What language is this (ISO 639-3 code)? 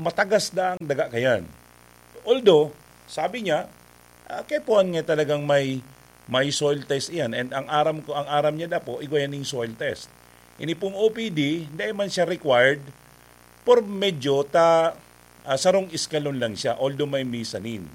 bik